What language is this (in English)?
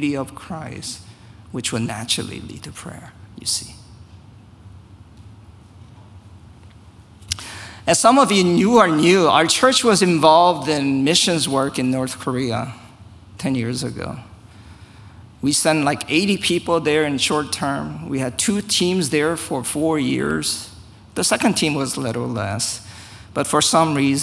English